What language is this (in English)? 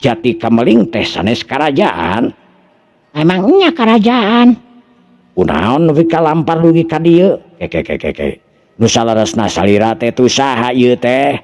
Sundanese